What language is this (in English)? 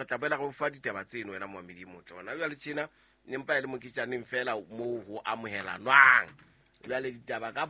Southern Sotho